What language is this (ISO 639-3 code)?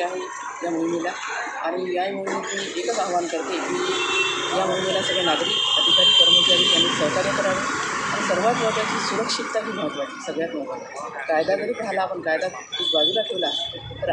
mar